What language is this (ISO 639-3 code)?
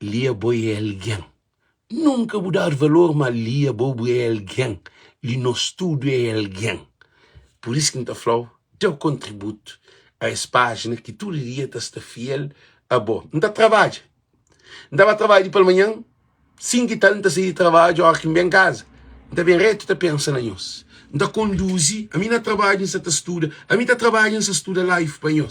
kea